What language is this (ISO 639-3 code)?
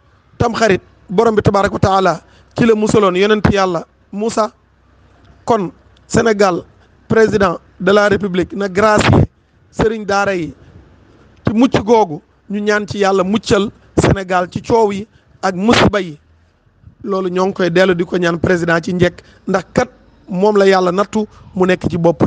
wol